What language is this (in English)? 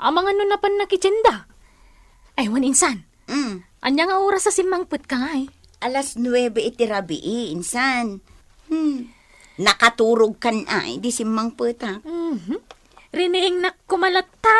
Iloko